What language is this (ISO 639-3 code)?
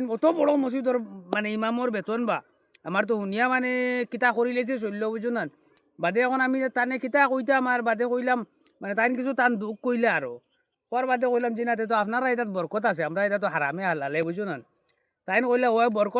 syl